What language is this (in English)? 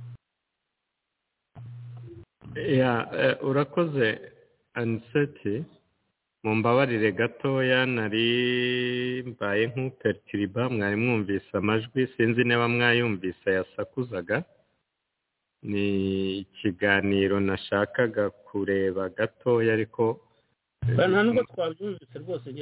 Kinyarwanda